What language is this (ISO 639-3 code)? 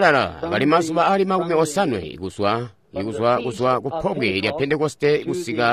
toi